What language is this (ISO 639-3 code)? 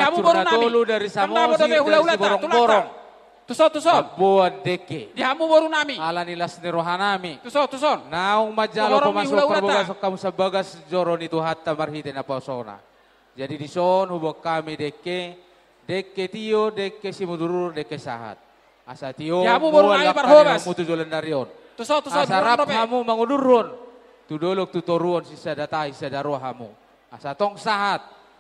bbc